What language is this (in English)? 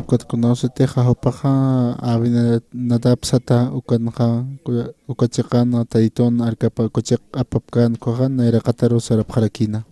Aymara